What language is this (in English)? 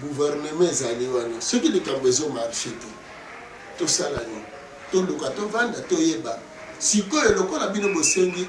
Lingala